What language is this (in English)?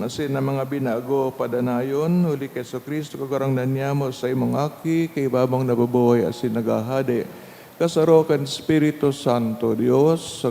Bikol